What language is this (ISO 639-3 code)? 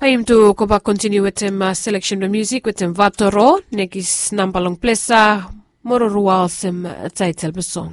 bis